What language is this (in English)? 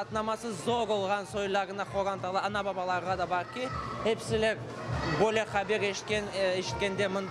Crimean Tatar